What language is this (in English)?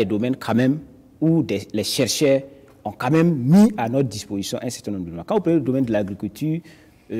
French